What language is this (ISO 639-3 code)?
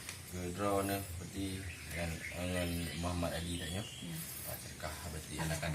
ace